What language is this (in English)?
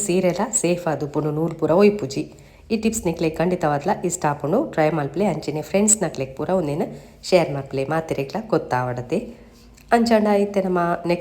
Tulu